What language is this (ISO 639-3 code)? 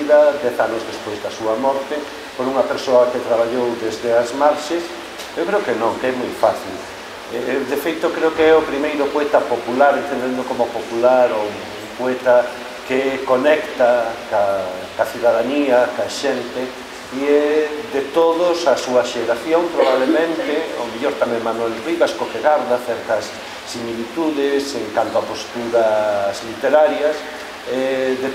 glg